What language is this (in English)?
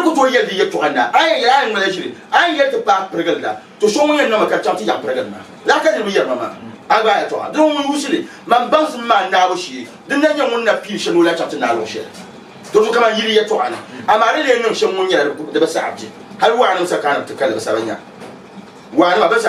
Dagbani